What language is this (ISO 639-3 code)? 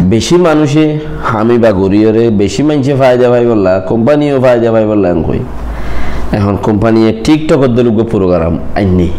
rhg